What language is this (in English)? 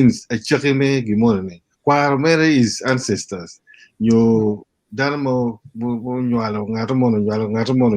Acoli